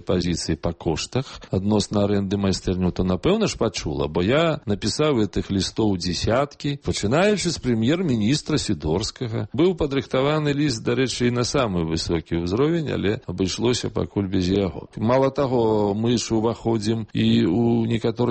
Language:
Belarusian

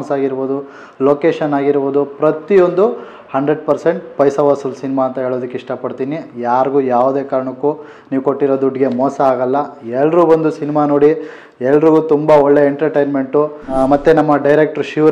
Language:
Kannada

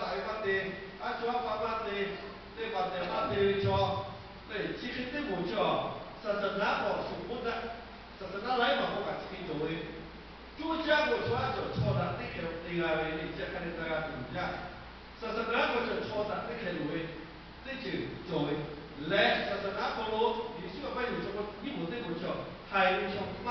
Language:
Lahu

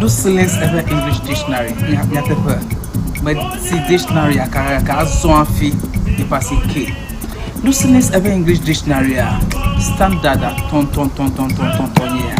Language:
Ewe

